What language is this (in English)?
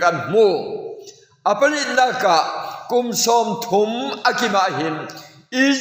Falam Chin